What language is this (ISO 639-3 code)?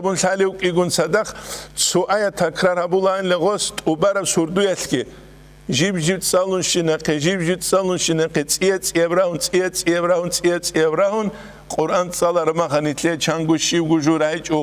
ava